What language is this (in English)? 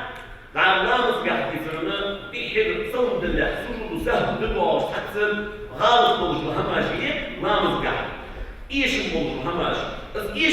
Ingush